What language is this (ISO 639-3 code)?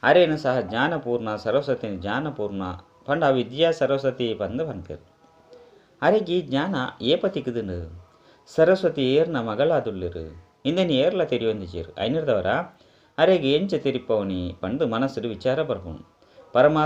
tcy